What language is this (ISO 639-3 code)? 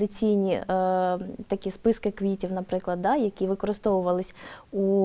ukr